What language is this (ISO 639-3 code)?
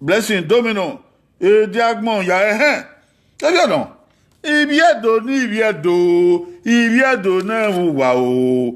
bin